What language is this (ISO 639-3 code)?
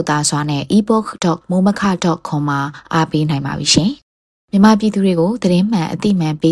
mya